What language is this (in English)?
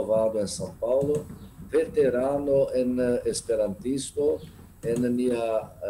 Esperanto